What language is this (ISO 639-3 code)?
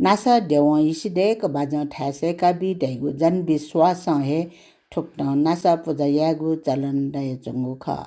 new